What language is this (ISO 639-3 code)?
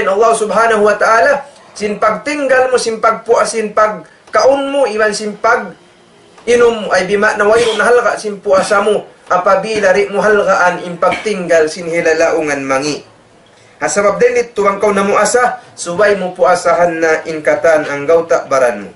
tsg